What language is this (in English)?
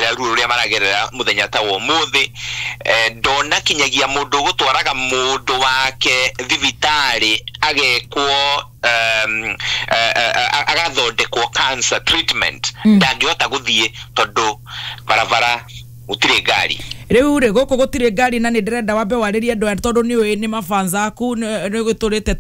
Kikuyu